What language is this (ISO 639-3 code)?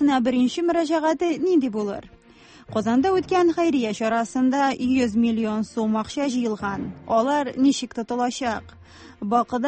tat